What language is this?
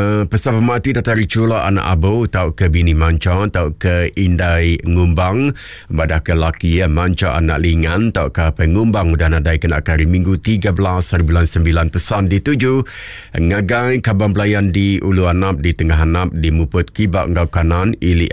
Iban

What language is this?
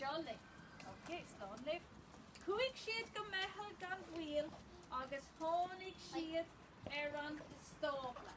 Irish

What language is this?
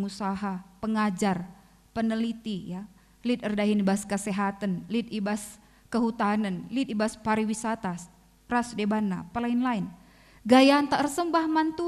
Batak Karo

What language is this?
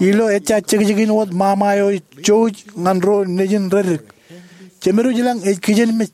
Marshallese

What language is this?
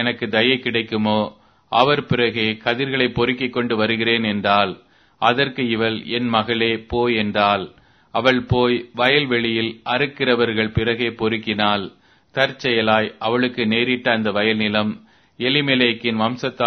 Tamil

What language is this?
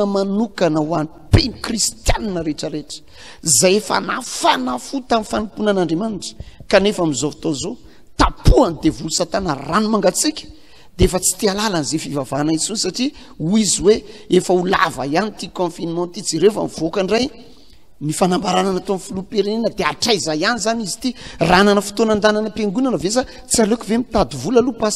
Malagasy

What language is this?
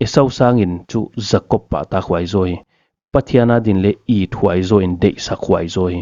Paite Chin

